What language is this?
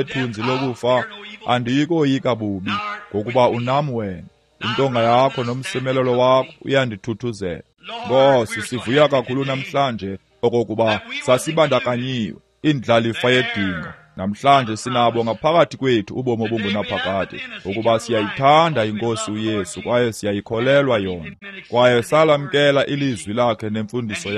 Xhosa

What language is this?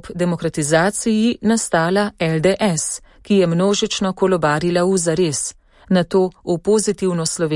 Slovenian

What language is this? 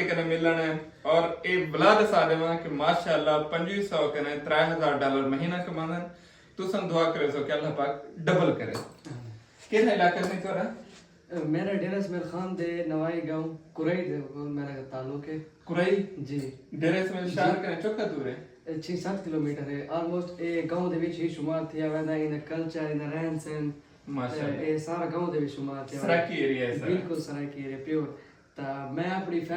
Saraiki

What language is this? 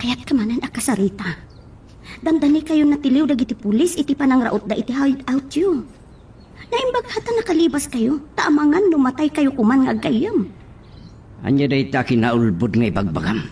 Iloko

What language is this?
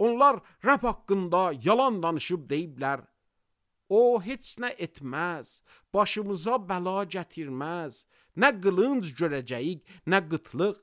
Azerbaijani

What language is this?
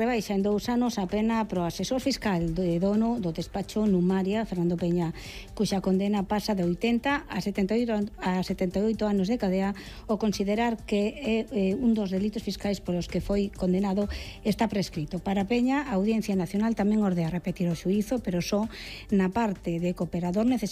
Galician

